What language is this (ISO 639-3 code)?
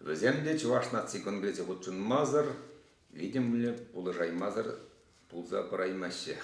chv